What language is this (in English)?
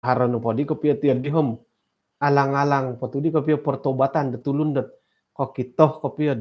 Central Dusun